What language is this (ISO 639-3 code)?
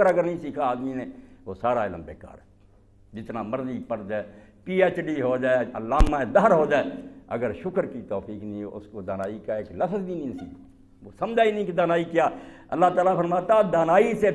urd